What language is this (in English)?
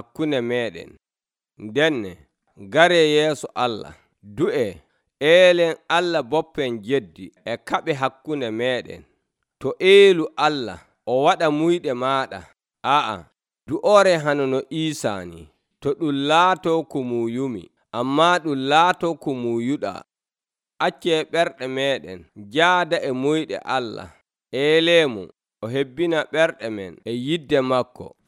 Nigerian Fulfulde